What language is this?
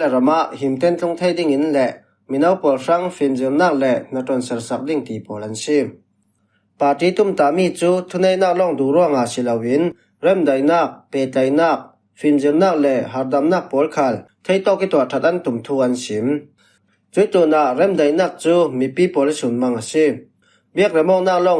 Falam Chin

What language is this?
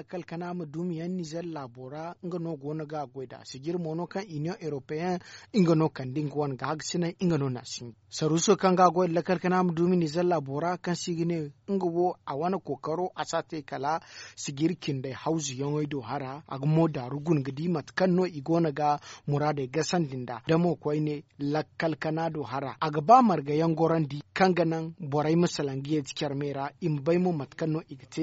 Zarma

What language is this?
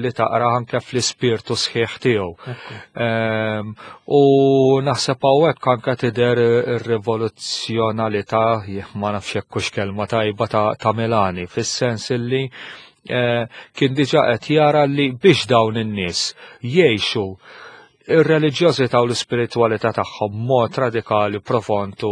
Maltese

